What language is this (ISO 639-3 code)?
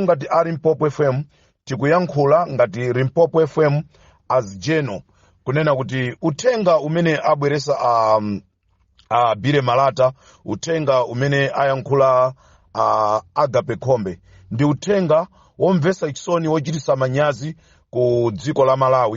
nya